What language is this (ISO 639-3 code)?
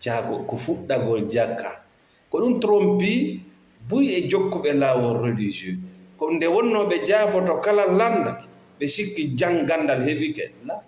ful